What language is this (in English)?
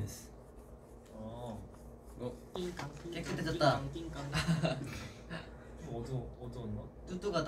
Korean